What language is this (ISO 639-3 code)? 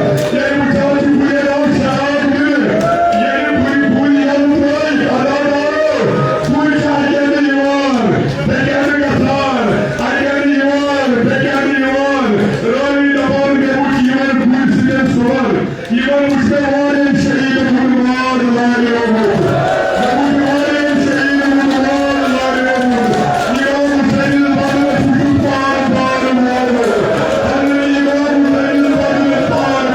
kas